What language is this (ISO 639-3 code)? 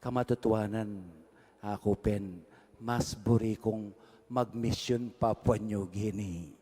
pam